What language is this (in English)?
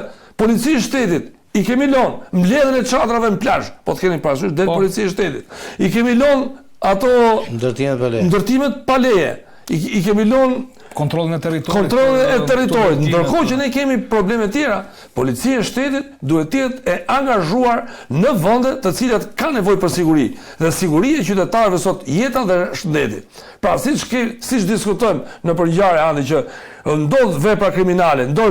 Albanian